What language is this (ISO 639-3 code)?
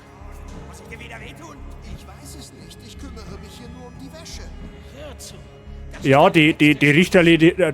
bar